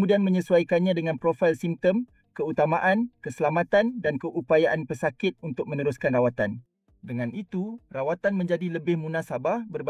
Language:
Malay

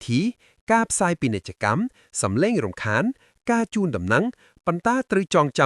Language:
Khmer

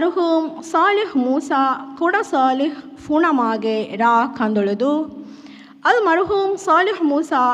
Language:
Divehi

